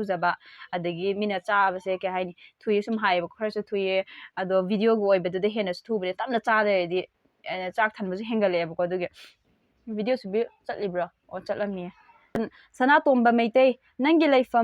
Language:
Manipuri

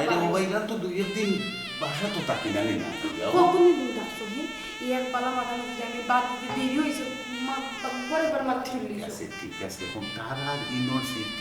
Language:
Sylheti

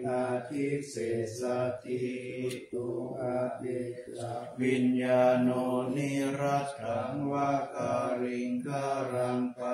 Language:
Pali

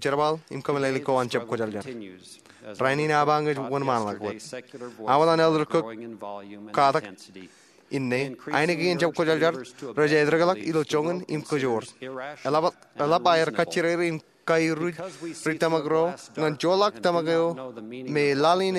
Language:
Marshallese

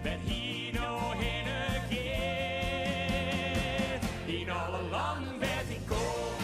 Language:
Western Frisian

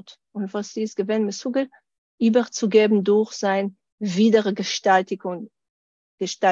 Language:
Yiddish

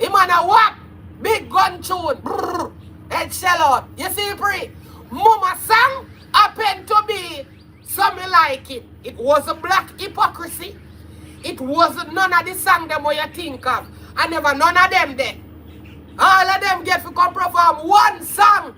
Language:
Jamaican Creole English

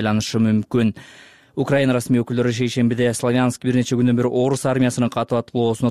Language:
Kyrgyz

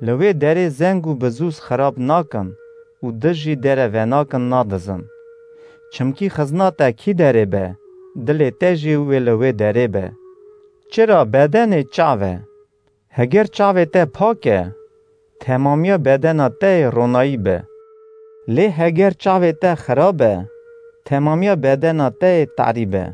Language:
Kurdish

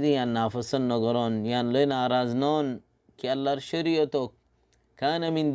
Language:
Rohingya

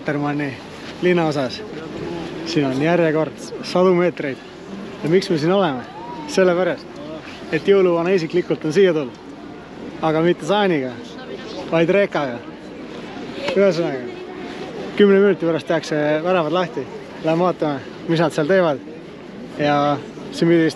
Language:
Estonian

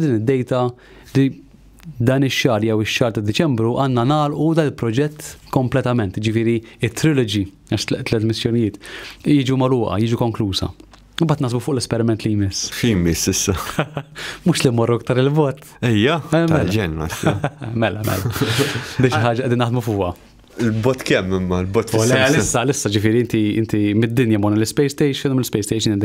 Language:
Maltese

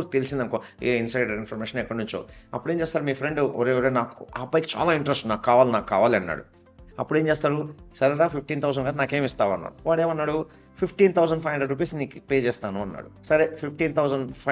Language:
Telugu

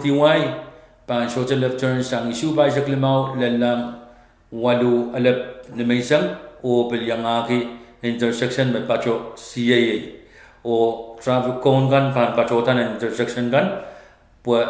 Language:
Pohnpeian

